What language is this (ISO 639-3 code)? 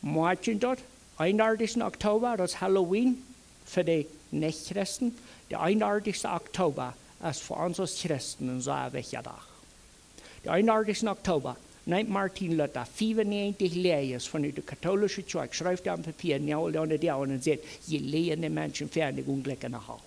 pdt